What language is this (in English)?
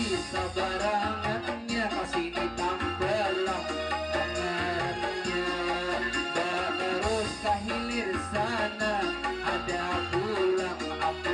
Banjar